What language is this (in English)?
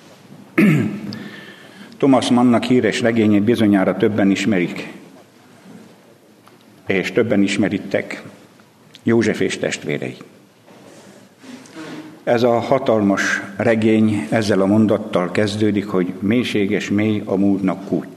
Hungarian